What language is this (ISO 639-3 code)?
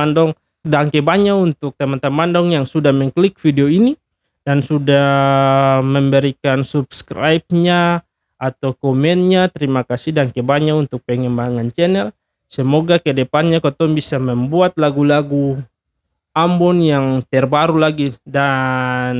abs